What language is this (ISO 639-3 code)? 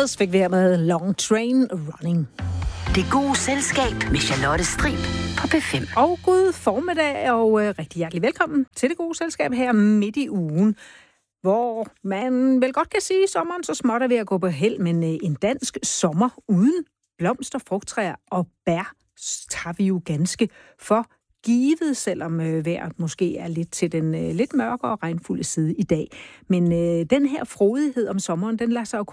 dan